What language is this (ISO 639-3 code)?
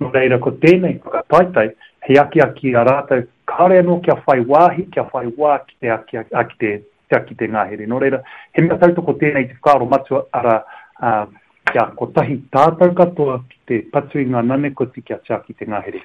mri